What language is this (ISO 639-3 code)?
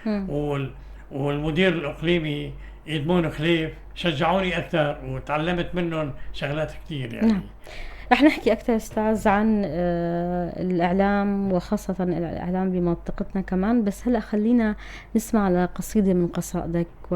apc